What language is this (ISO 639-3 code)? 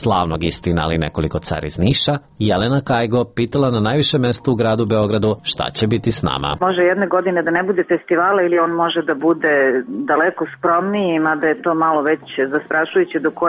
srp